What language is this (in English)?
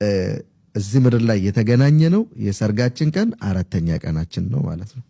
Amharic